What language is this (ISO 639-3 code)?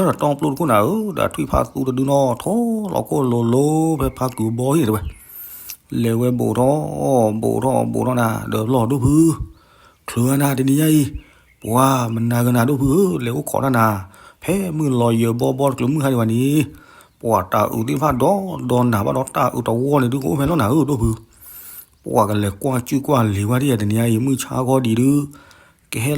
ksw